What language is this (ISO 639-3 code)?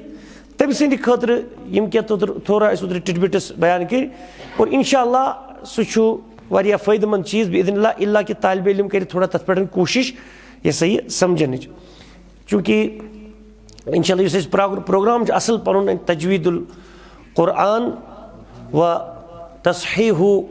kas